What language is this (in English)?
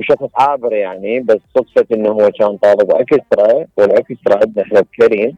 Mesopotamian Arabic